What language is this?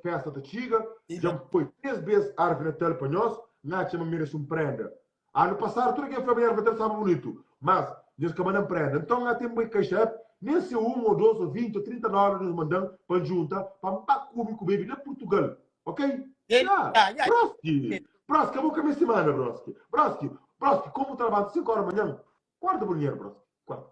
Kabuverdianu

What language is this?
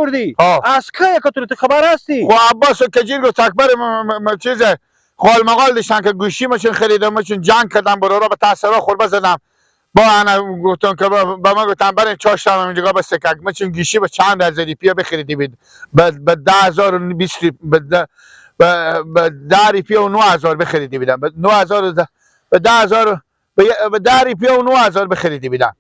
Persian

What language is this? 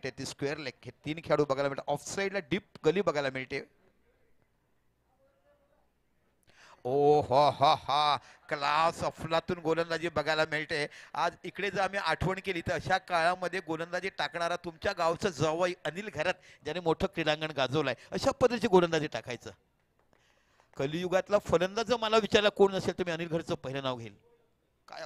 Marathi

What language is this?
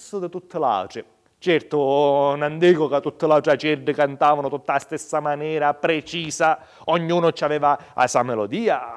Sicilian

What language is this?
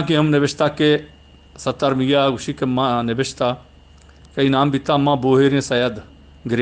Eastern Balochi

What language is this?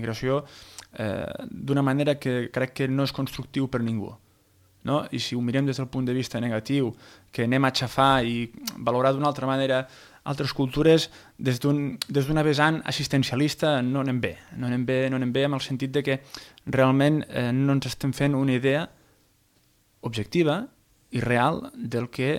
Catalan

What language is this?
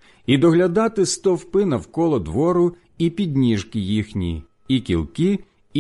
Ukrainian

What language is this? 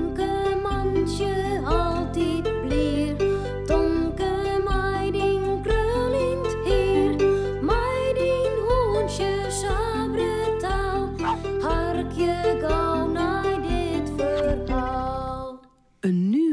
Western Frisian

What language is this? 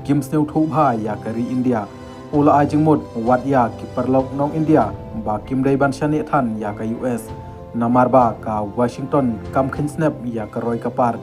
Khasi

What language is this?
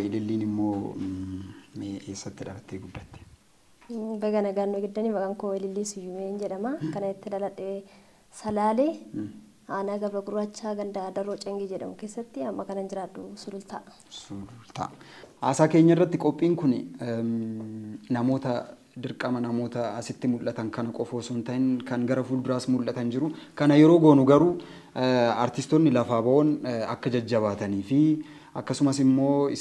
Oromo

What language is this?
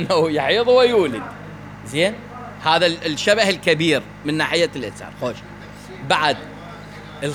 Mesopotamian Arabic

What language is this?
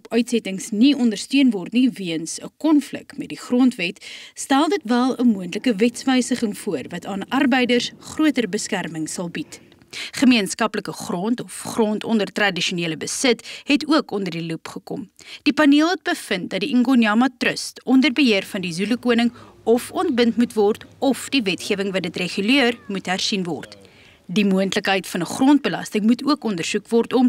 Afrikaans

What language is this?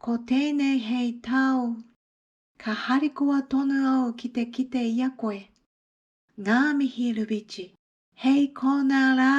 Māori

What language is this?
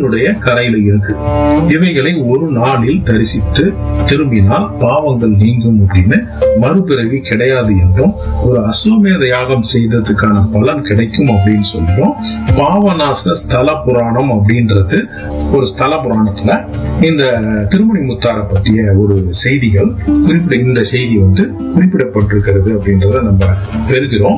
Tamil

